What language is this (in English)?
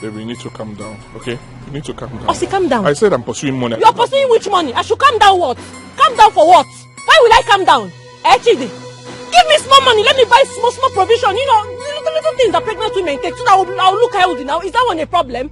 Nigerian Pidgin